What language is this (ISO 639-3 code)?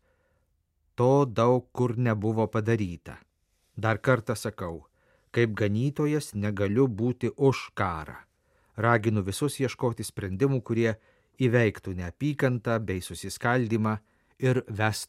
lit